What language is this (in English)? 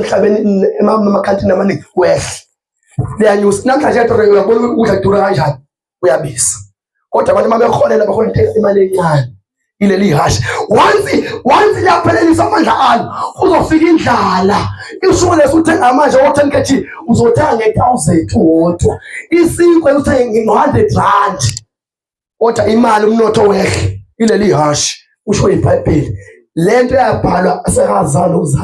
Zulu